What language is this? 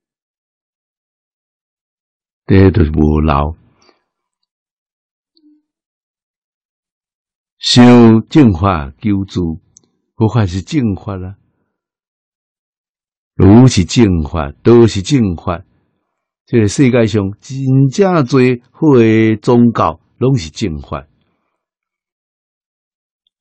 Min Nan Chinese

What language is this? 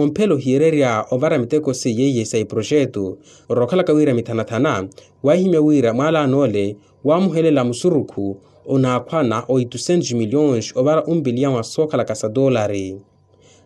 Makhuwa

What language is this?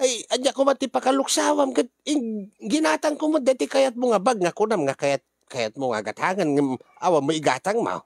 Iloko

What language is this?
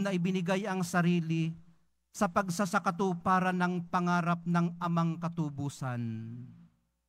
Filipino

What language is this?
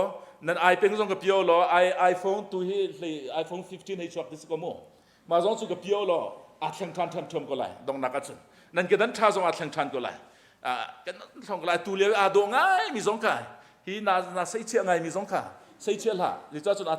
Hakha Chin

